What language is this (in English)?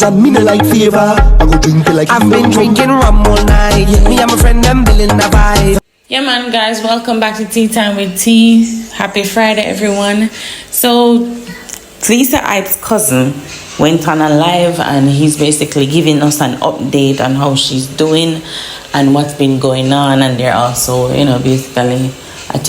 Jamaican Creole English